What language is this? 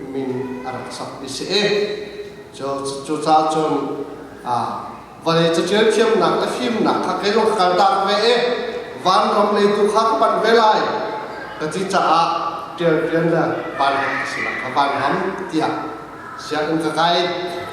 Hakha Chin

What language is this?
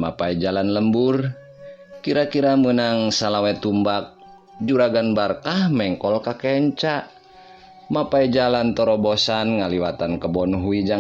Sundanese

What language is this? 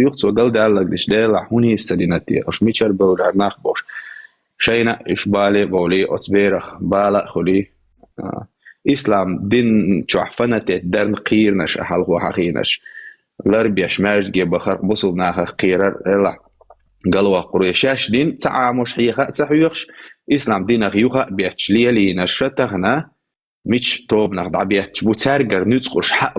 Chechen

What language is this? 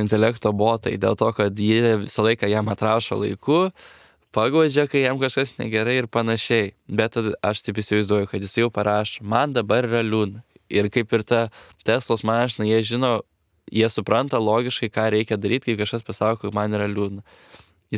Lithuanian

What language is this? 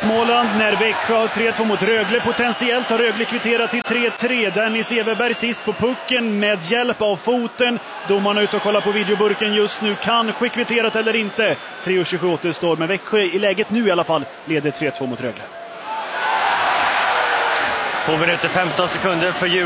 Swedish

